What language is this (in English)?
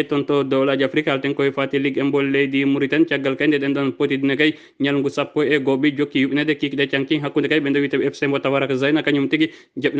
Fula